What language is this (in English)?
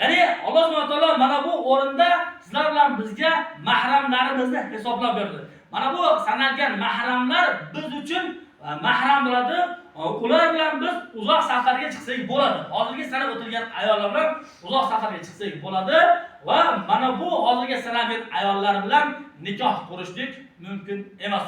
Uzbek